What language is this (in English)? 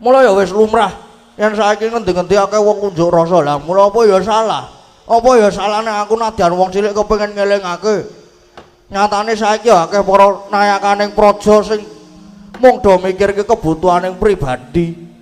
Javanese